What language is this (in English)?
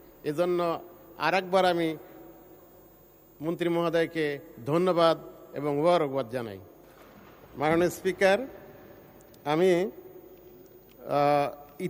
Bangla